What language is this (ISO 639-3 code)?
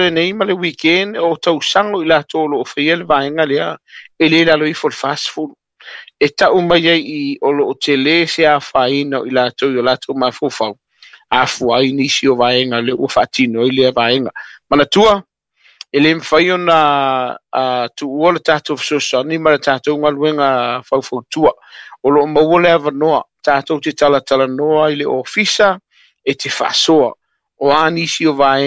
smo